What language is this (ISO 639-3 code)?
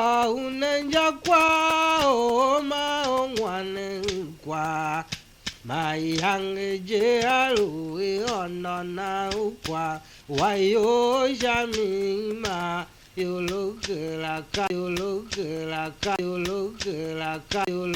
tiv